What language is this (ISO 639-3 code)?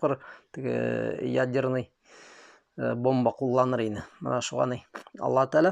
bak